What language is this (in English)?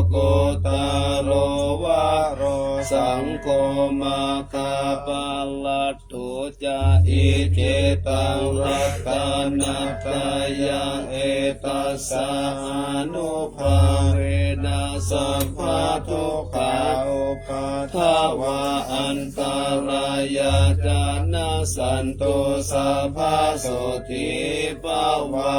Pali